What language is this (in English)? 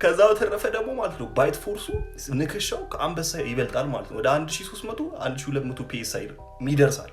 Amharic